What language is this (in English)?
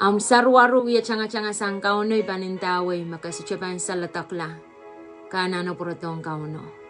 Pohnpeian